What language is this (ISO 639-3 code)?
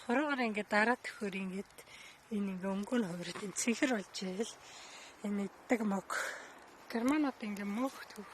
mon